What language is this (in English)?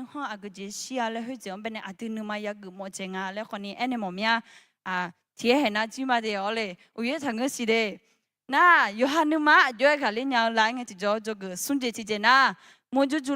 Akha